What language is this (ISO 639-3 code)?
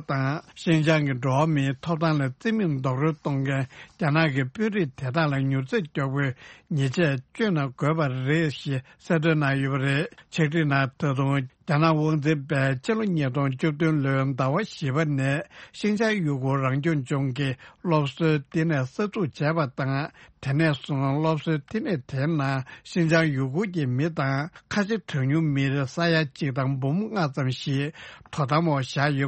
bod